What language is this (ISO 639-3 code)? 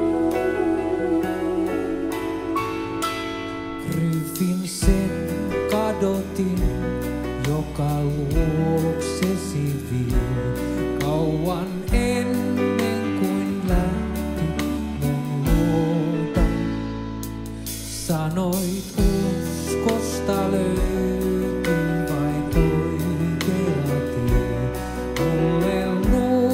fin